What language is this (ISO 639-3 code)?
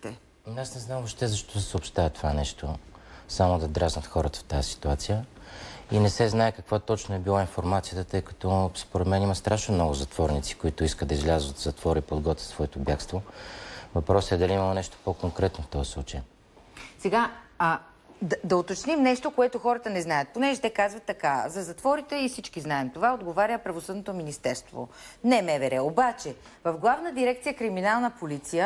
bul